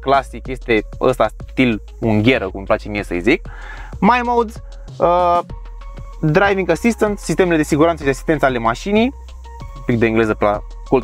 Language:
Romanian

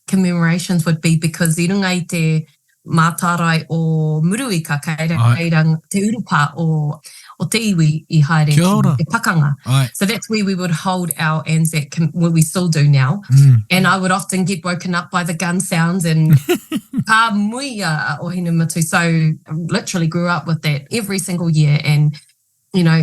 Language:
Māori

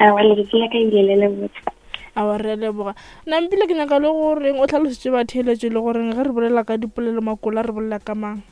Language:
Northern Sotho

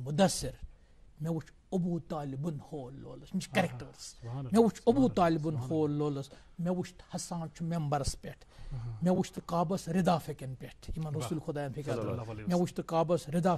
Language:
Kashmiri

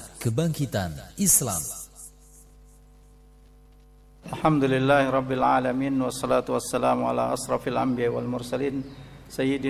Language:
Indonesian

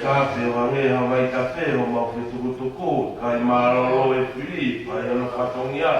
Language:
Tongan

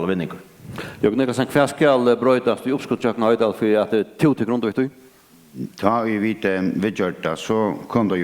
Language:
Faroese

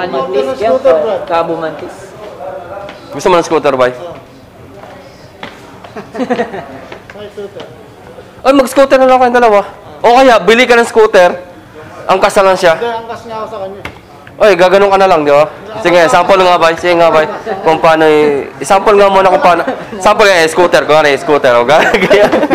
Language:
Filipino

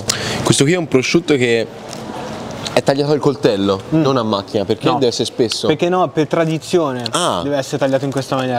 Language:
Italian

